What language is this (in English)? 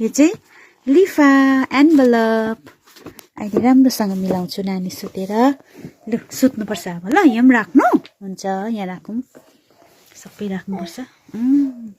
Nepali